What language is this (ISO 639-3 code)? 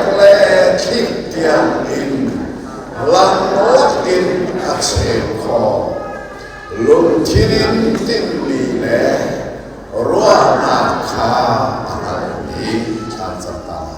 cnh